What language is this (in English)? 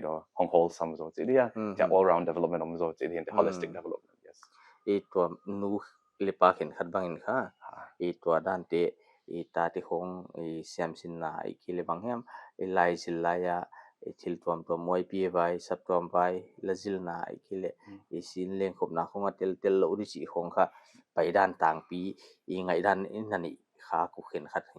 Paite Chin